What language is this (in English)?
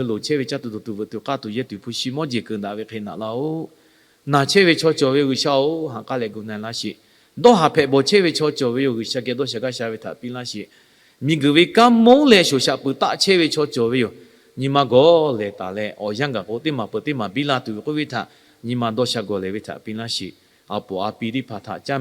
Lahu